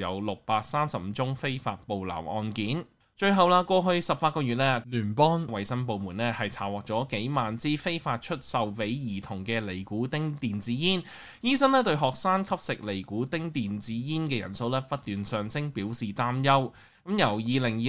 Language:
Cantonese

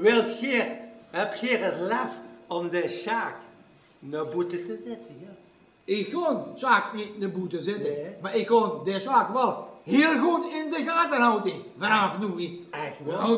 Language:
Limburgish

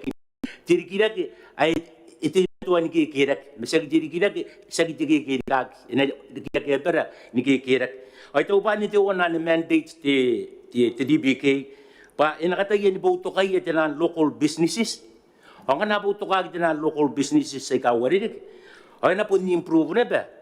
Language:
Gilbertese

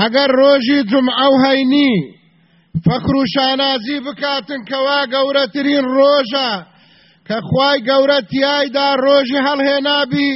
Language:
Central Kurdish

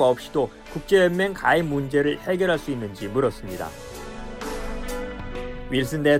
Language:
Korean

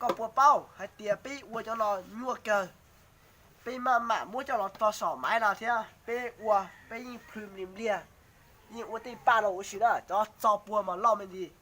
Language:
Hmong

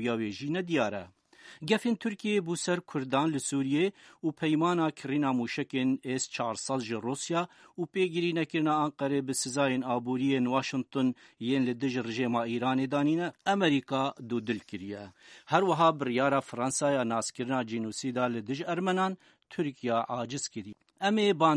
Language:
Kurdish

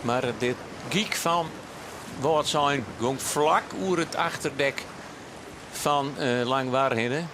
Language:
Western Frisian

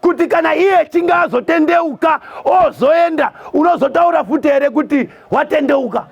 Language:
Shona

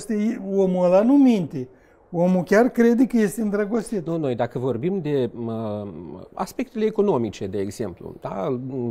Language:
Romanian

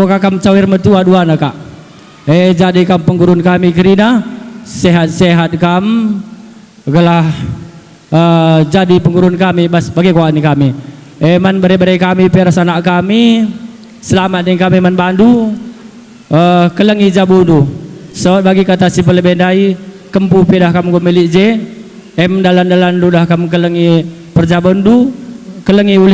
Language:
Batak Karo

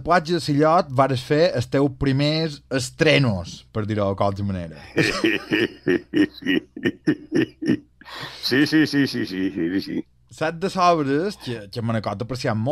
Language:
Catalan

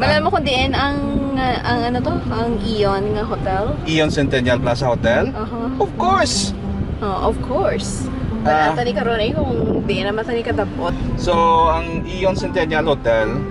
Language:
Hiligaynon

